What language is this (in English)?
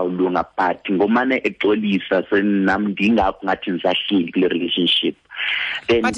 Xhosa